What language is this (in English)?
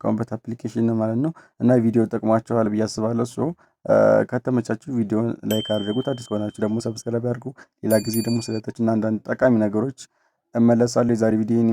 Amharic